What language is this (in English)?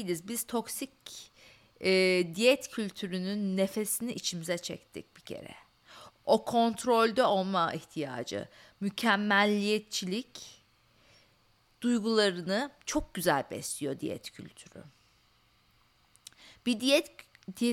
Turkish